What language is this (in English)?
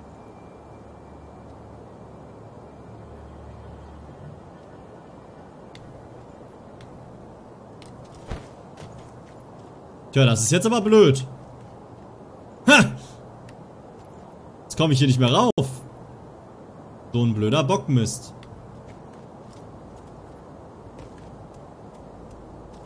German